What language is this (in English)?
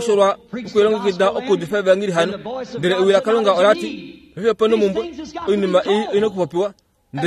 Kuanyama